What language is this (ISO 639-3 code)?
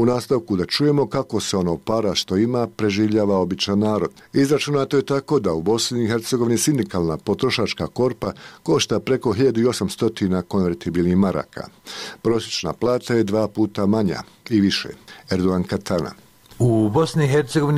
bos